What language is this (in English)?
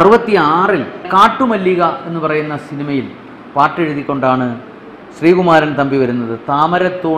Malayalam